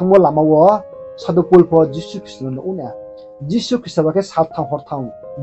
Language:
Riang (India)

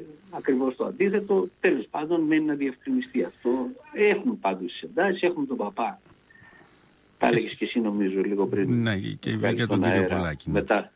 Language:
Greek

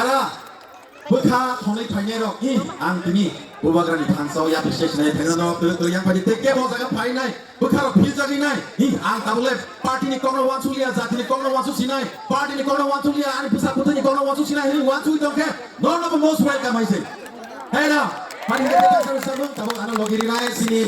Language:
Kok Borok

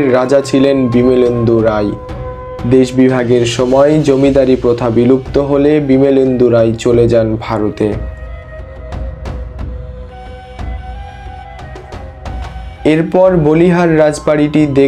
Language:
Bangla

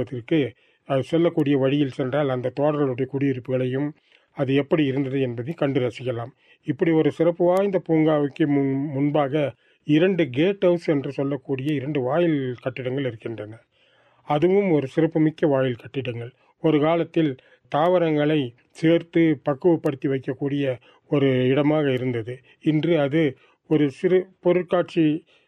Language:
Tamil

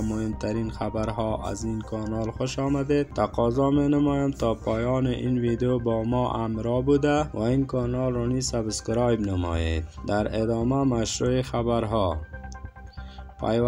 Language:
Persian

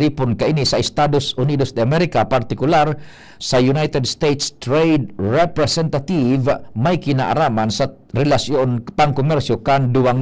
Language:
Bikol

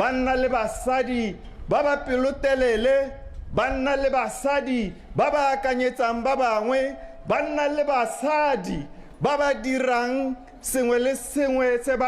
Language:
Tswana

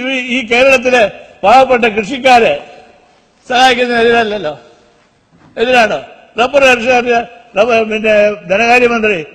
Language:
Malayalam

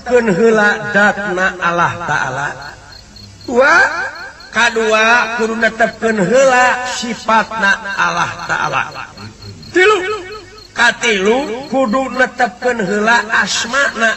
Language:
Sundanese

